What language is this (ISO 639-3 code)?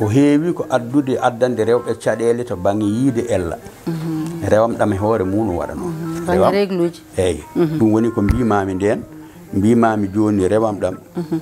ful